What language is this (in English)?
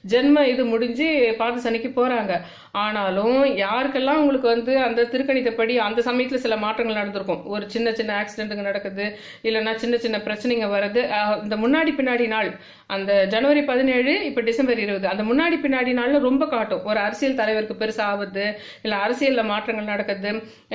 Tamil